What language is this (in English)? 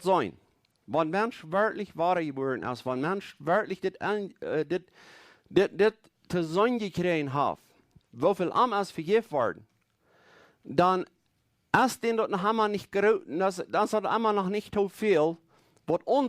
Plautdietsch